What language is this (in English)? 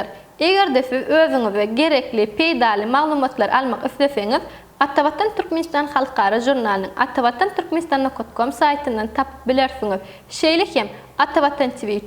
Turkmen